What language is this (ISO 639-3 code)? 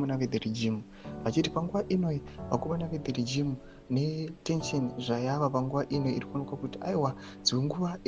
sna